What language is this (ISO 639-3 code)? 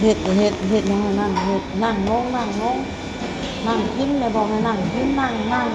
tts